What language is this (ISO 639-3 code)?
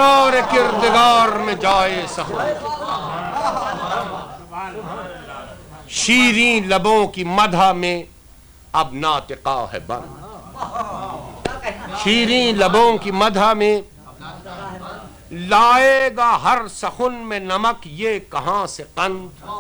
urd